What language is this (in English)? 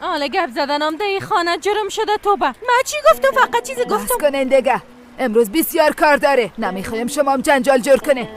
Persian